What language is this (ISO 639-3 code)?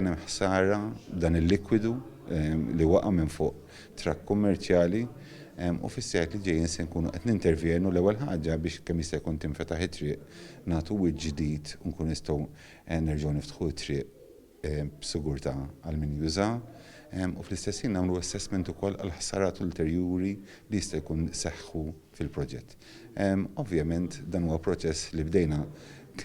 mlt